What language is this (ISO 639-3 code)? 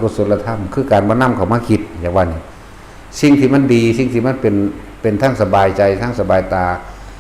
tts